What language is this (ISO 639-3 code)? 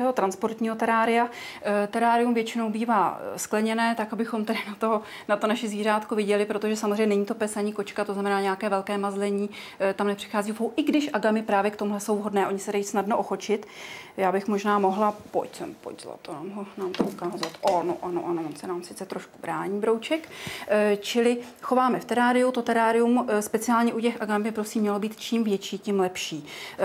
ces